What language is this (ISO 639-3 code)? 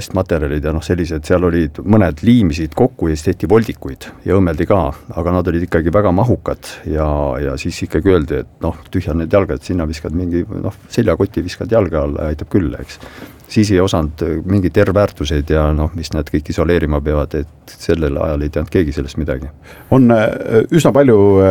est